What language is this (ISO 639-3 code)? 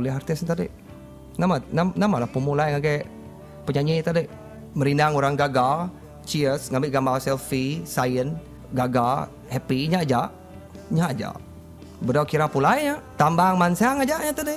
iba